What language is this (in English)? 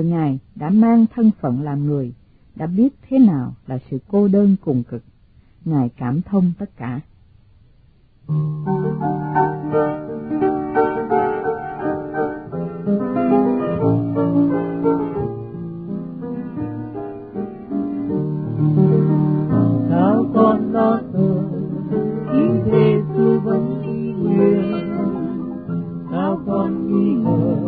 Vietnamese